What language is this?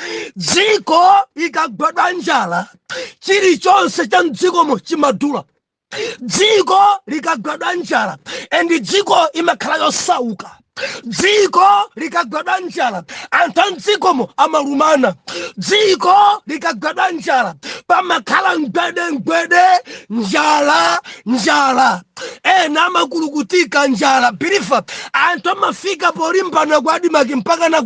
Nyanja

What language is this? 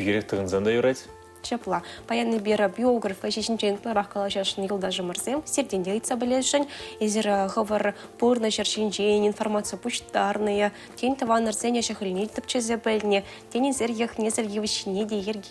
Chuvash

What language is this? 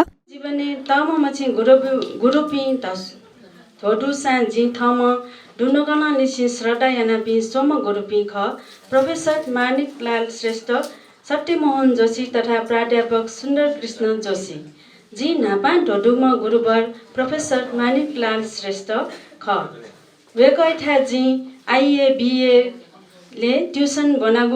Newari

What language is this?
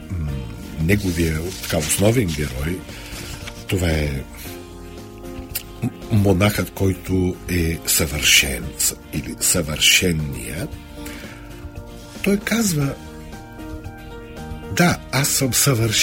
Bulgarian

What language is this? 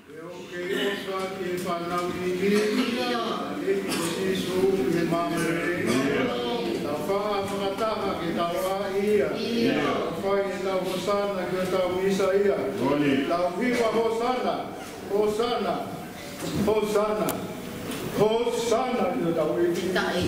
Tongan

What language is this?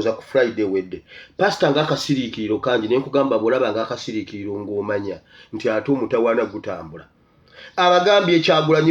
Ganda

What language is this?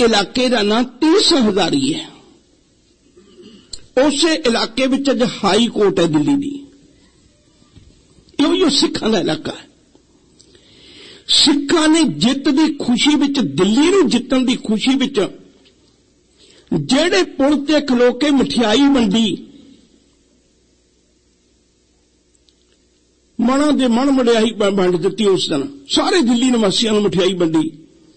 Punjabi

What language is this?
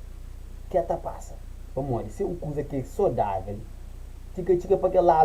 Kabuverdianu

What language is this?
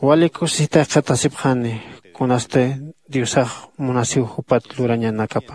Aymara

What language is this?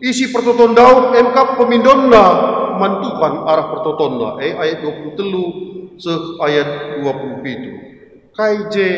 Batak Karo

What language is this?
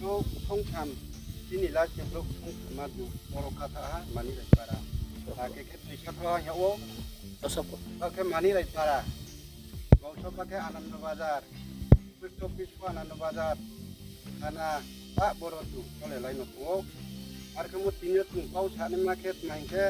Riang (India)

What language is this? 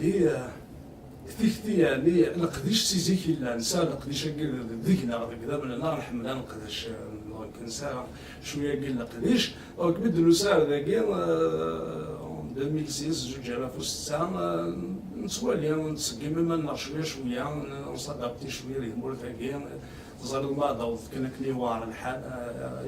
Kabyle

